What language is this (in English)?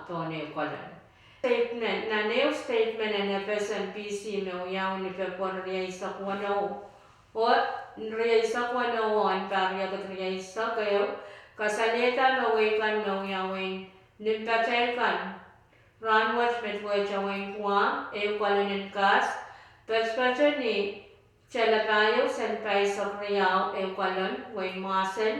Pohnpeian